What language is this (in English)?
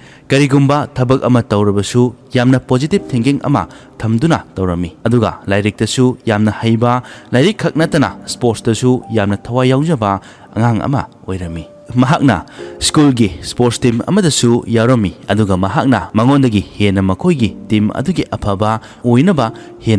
Manipuri